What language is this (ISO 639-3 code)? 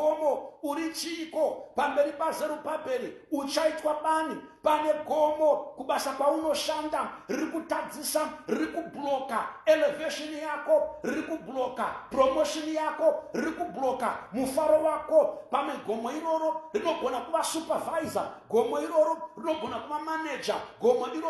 sna